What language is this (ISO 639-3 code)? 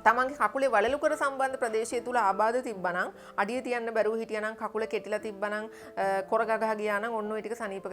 sin